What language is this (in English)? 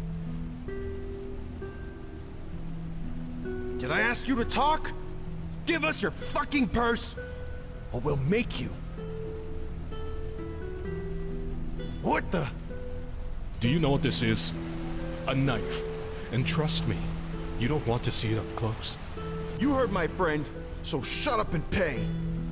English